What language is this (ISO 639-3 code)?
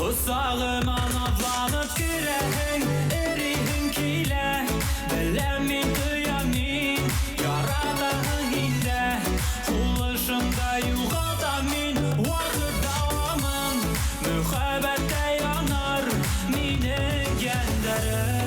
bak